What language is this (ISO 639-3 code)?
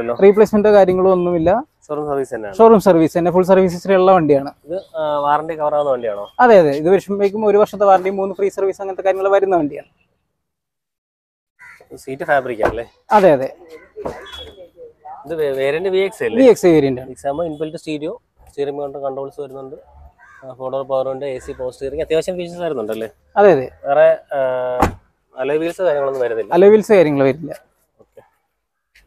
mal